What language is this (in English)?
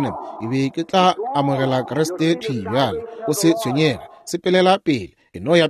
Northern Sotho